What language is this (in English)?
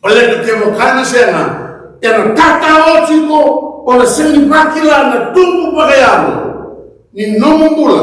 Fijian